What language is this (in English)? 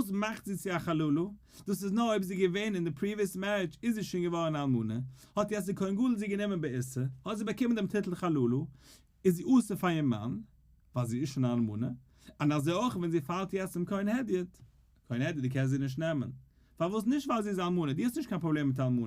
Yiddish